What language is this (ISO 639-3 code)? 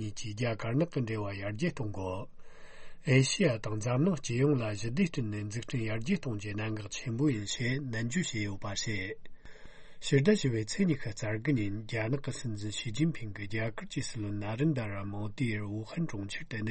bod